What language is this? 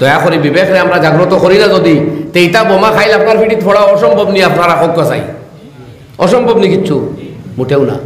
Sylheti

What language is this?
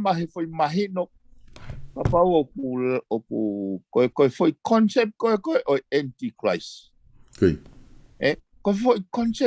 Tongan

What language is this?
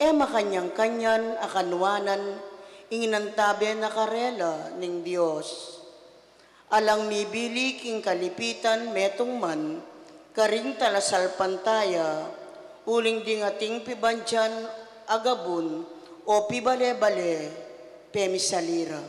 Pampanga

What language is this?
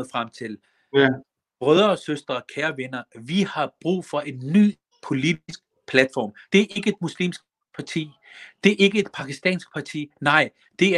Danish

